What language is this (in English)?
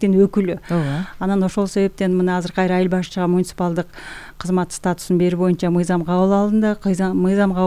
Kyrgyz